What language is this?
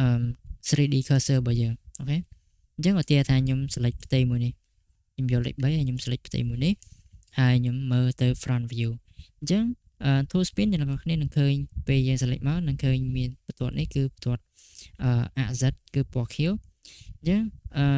Khmer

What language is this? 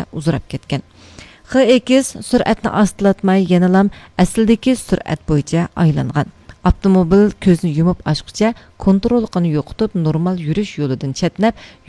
Uyghur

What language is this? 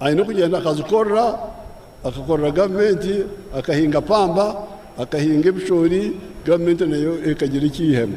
Nyankole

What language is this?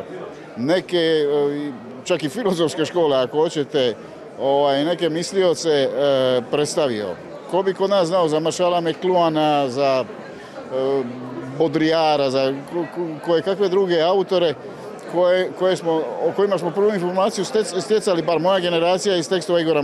Croatian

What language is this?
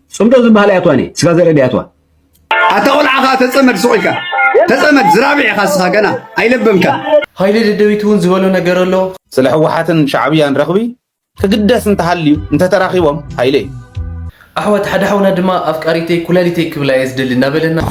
Tigrinya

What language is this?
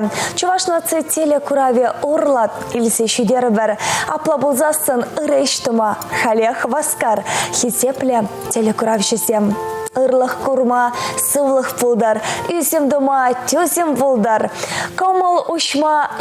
Chuvash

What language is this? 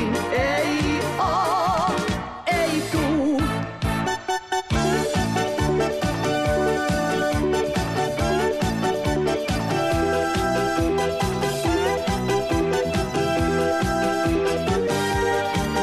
Finnish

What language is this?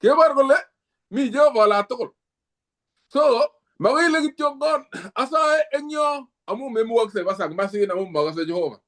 Kalenjin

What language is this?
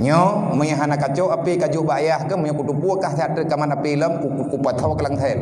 Achinese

